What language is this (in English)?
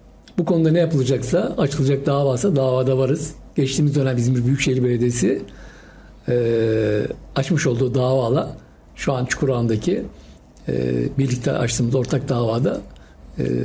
Turkish